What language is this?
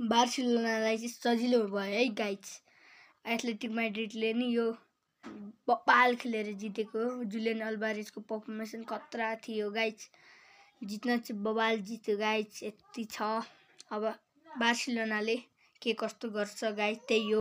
Nepali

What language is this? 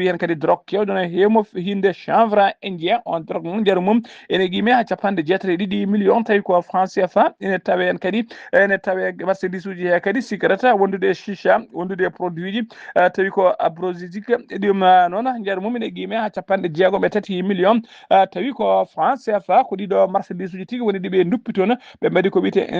Fula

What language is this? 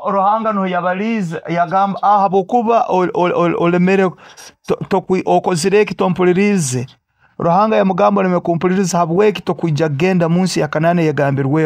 Nyoro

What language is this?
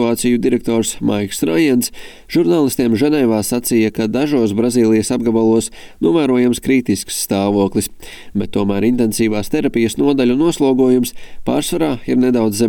Latvian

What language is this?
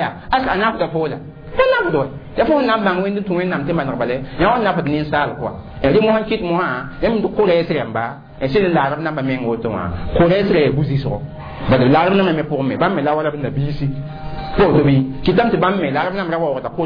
Mossi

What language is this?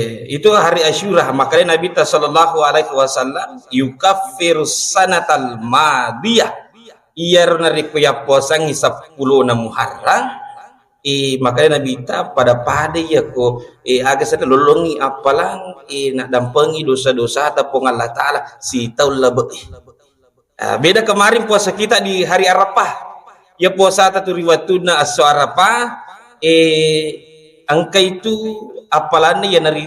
Buginese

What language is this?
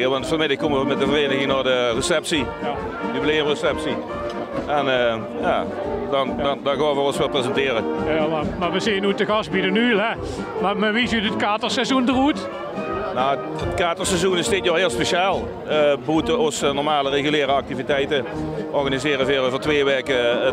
Limburgish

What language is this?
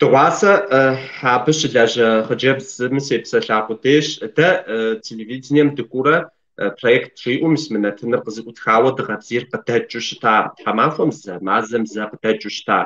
Kabardian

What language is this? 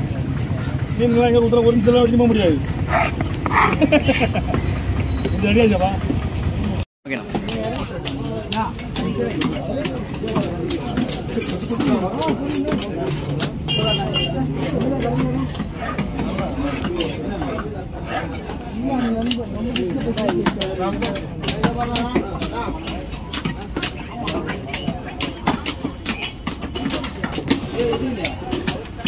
Tamil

